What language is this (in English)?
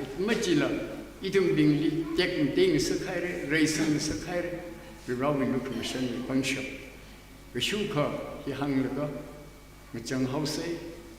Tangkhul Naga (India)